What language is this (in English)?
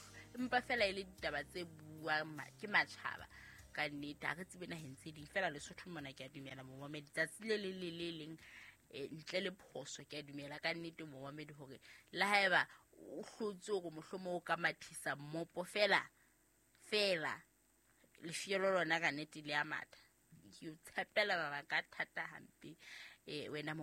Southern Sotho